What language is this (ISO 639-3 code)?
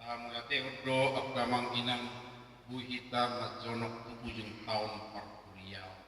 bbc